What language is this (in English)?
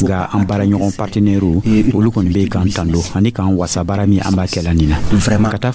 Dyula